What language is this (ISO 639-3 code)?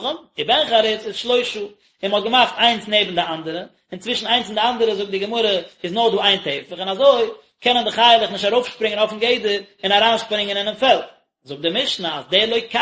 yid